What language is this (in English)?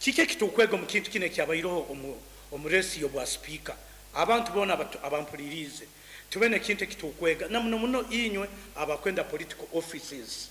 Nyoro